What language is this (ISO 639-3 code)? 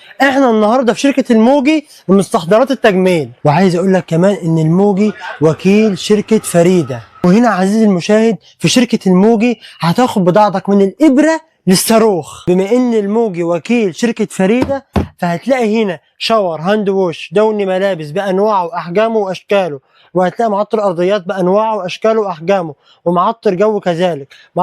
arz